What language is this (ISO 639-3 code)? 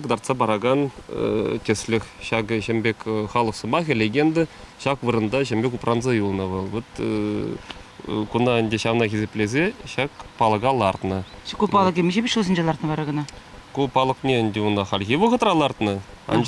chv